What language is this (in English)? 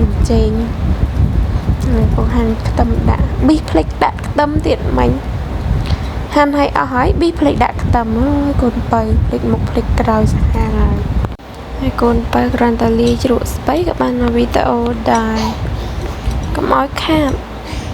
Khmer